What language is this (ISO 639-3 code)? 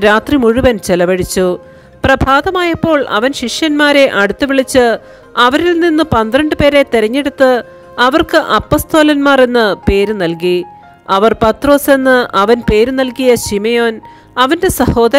mal